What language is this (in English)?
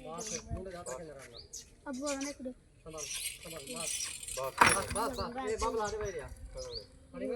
Saraiki